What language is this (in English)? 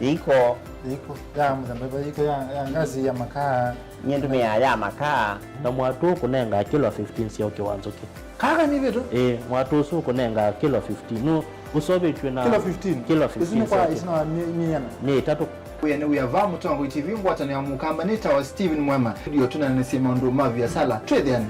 Kamba